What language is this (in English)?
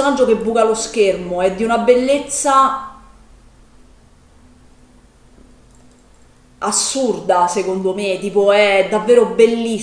Italian